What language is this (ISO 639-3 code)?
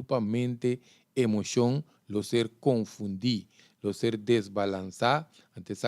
pap